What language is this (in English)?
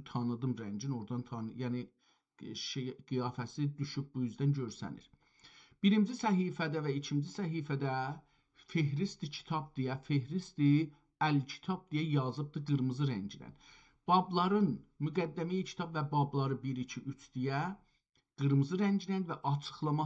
South Azerbaijani